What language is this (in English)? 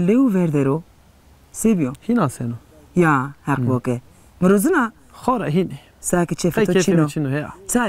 Zaza